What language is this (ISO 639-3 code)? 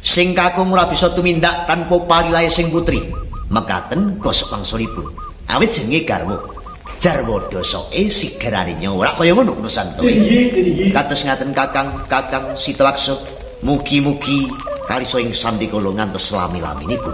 jav